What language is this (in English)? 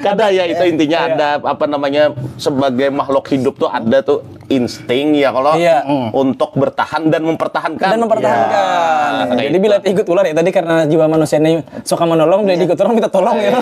Banjar